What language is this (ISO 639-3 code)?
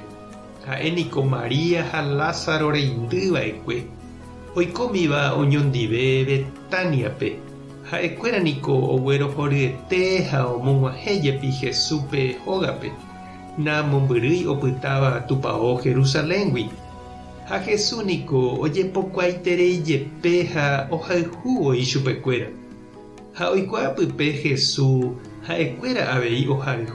grn